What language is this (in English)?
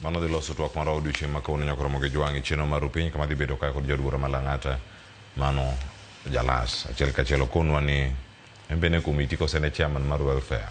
Luo (Kenya and Tanzania)